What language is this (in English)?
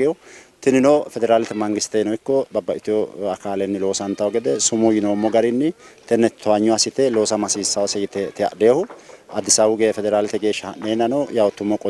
Sidamo